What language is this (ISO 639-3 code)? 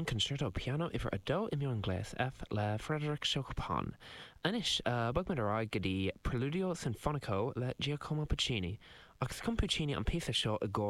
gle